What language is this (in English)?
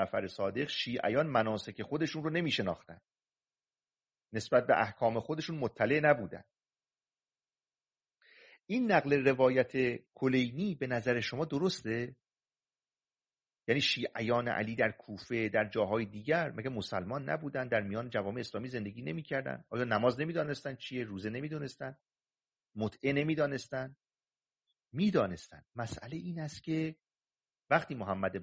Persian